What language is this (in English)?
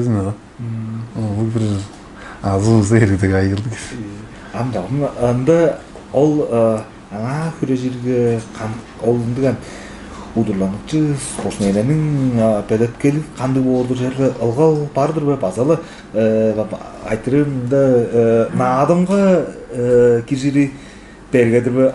Tuvinian